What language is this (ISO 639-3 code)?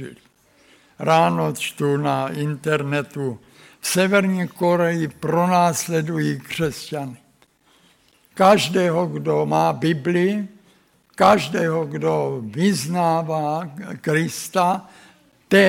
ces